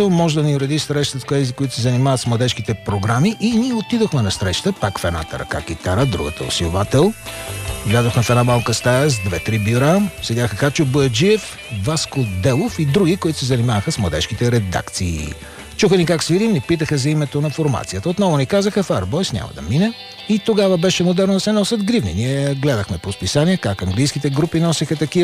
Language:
Bulgarian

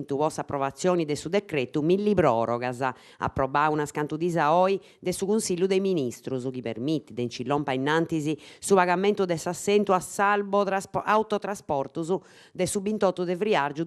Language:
Sardinian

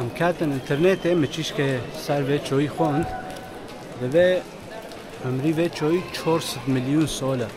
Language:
Kurdish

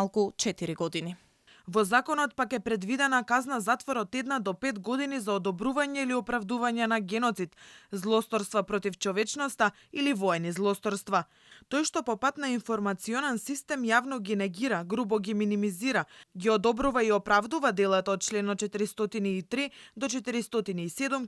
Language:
Macedonian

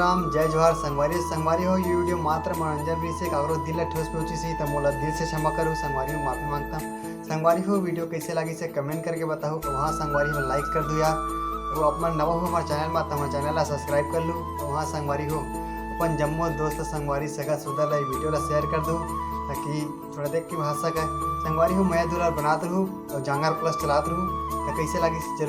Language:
Chhattisgarhi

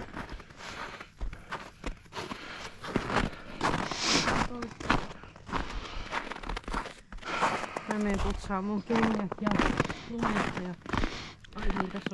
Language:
Finnish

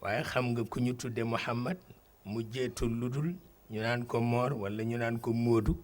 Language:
Wolof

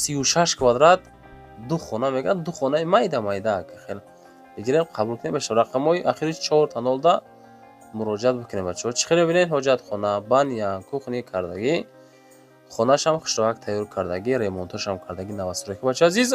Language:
Tajik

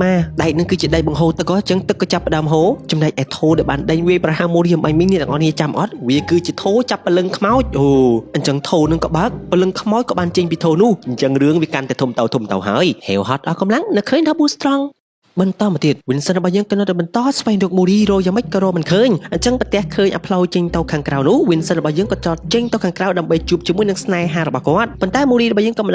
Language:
Khmer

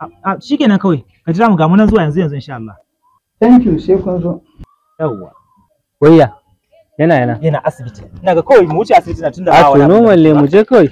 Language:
Hausa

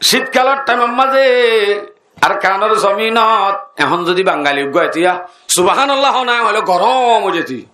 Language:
Rohingya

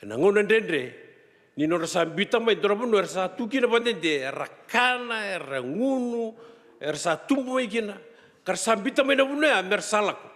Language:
Fijian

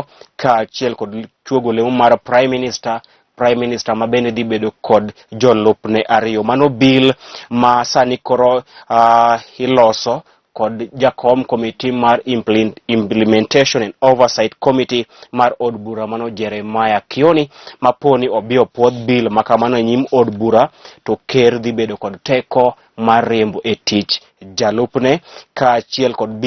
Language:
Luo (Kenya and Tanzania)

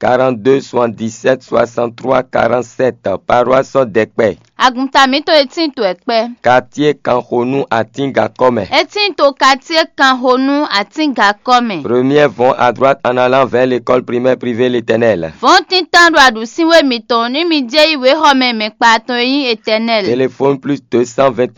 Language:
Fon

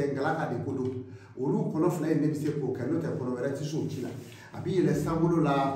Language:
Bambara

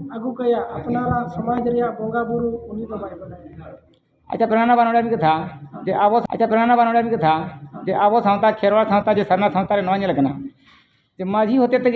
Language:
Santali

